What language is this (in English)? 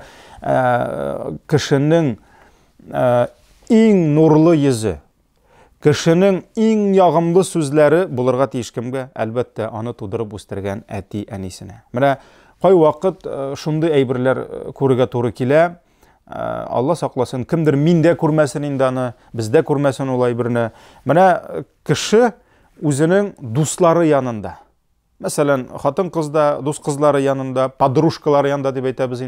Tatar